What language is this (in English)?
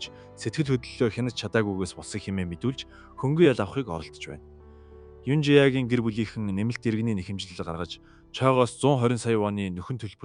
Mongolian